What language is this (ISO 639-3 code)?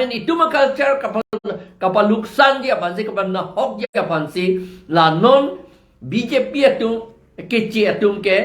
mjw